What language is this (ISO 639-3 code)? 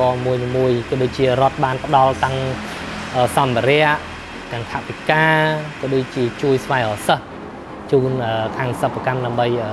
khm